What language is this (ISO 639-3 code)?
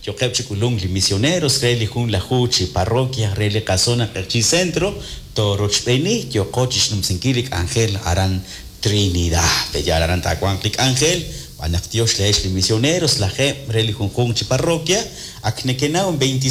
kek